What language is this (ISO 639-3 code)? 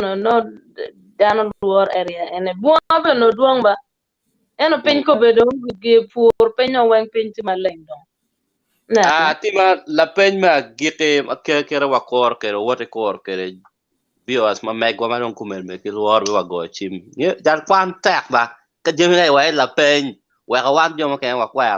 ach